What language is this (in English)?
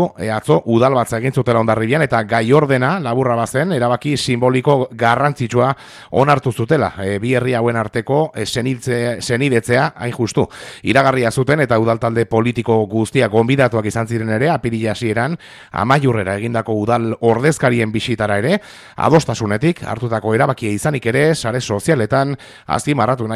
Basque